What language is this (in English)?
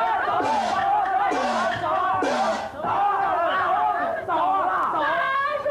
Chinese